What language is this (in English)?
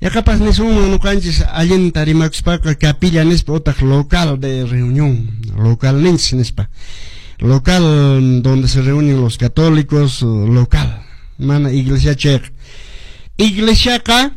Quechua